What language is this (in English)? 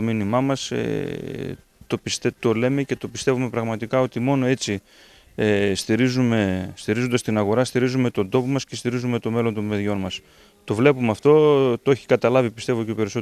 Greek